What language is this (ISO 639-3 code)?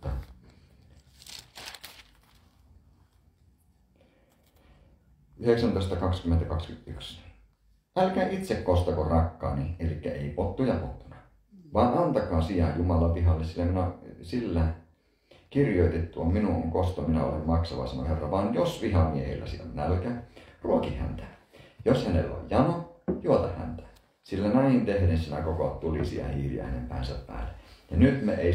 fin